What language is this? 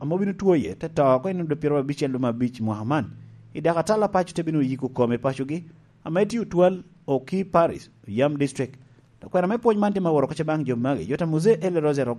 Lango (Uganda)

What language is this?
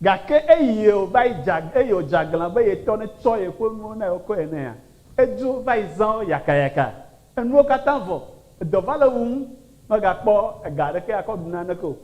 Ewe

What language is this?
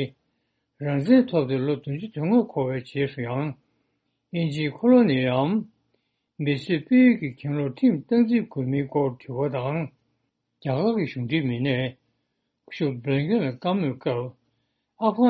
Tibetan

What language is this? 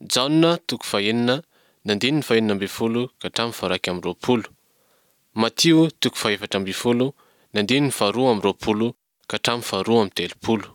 Malagasy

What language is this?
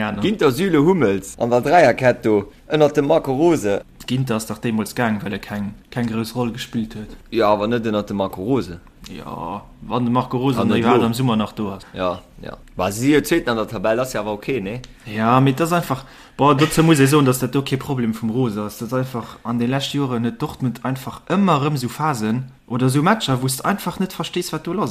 Luxembourgish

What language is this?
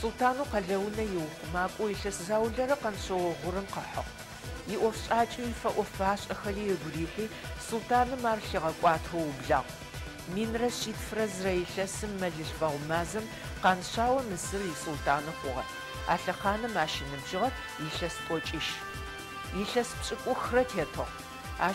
Adyghe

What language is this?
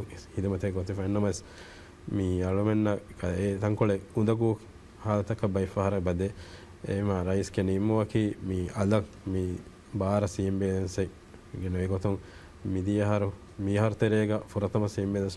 Divehi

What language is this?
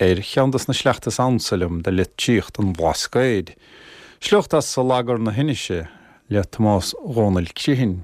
Irish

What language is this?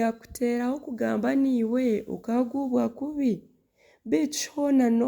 Nyankole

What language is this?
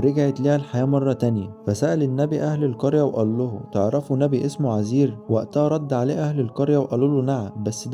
Egyptian Arabic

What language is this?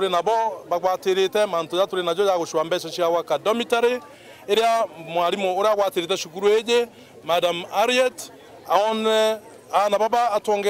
Meru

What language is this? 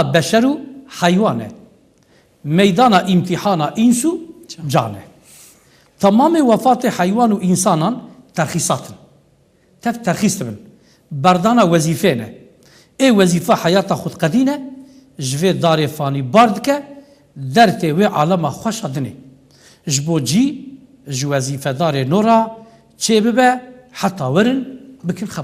Kurdish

